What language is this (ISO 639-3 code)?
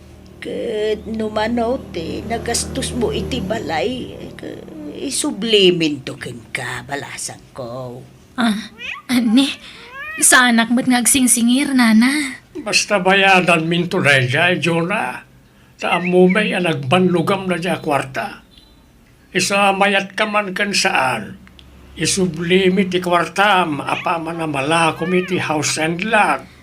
ilo